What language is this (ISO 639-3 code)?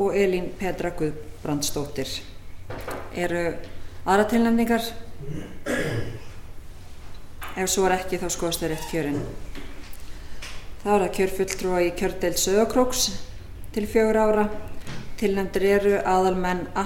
isl